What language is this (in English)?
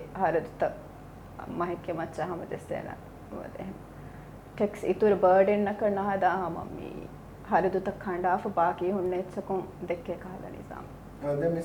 Divehi